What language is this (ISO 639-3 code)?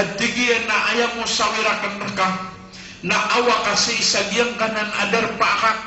mrw